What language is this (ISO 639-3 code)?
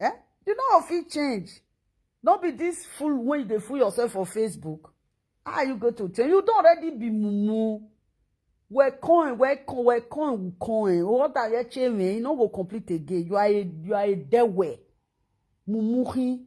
pcm